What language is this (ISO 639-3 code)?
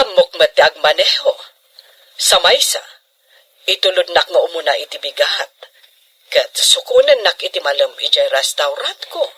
ilo